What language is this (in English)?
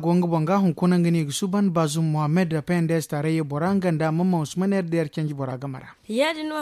Zarma